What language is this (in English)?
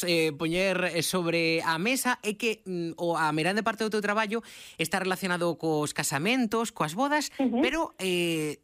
Galician